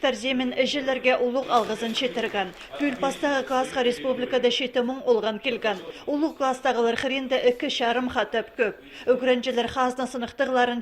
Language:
Khakas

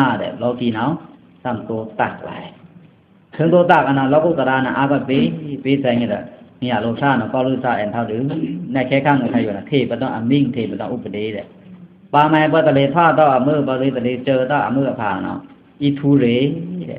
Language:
Pa'o Karen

